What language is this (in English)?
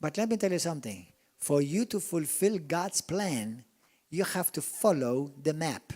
English